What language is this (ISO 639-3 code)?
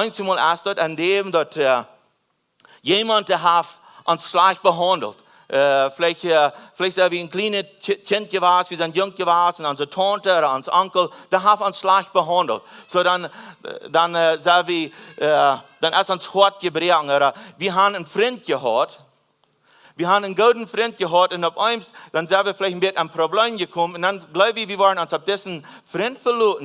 pdt